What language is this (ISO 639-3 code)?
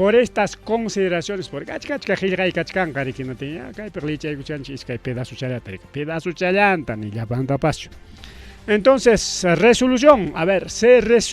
quy